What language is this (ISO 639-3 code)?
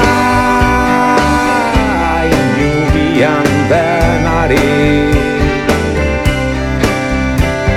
eus